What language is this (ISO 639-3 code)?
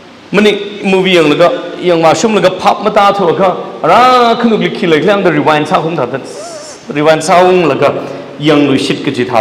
nmf